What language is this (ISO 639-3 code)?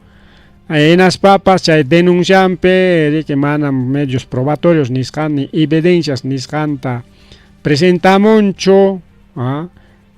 quy